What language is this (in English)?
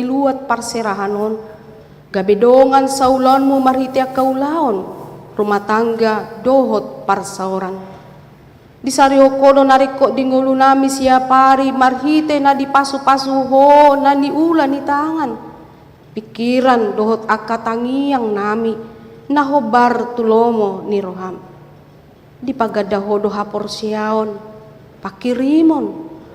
Batak Toba